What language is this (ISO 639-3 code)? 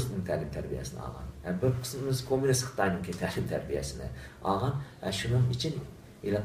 uig